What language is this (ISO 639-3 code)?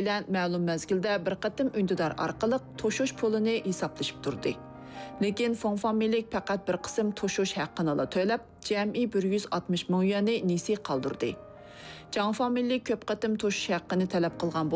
uig